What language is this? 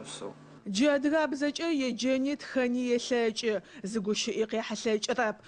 Adyghe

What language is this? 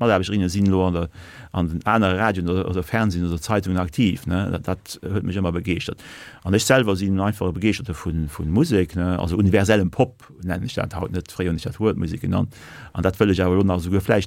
Luxembourgish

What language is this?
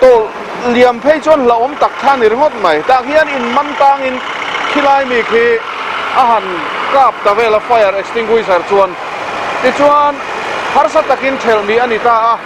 Mizo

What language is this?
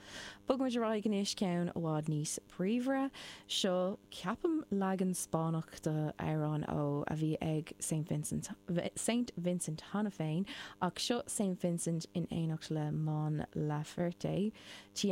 Irish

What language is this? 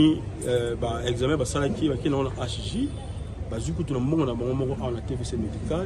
Lingala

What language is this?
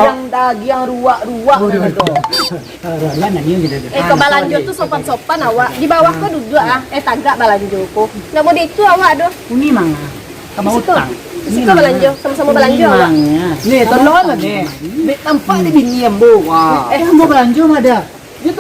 Minangkabau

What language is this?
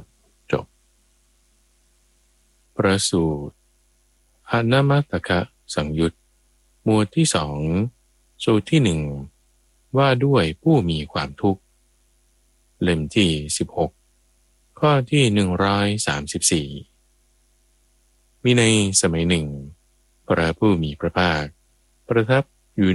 Thai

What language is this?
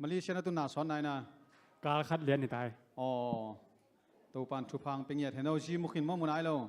Tedim Chin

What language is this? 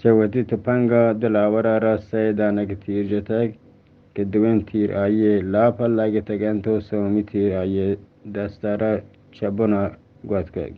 Eastern Balochi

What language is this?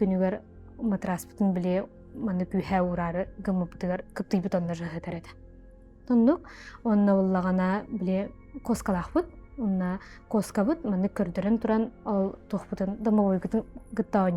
Yakut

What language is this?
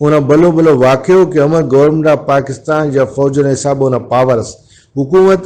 Brahui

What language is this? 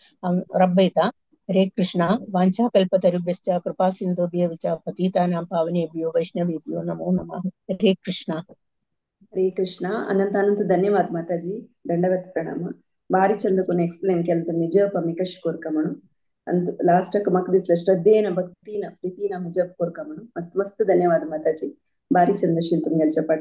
Konkani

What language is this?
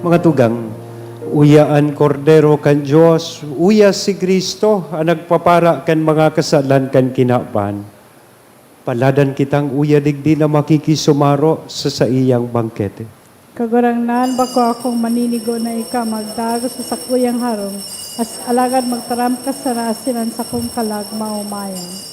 Bikol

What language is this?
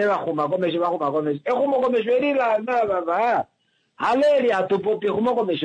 Kuanyama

